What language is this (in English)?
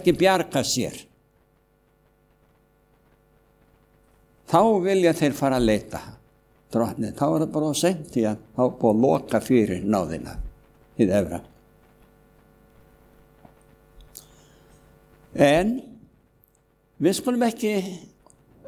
Icelandic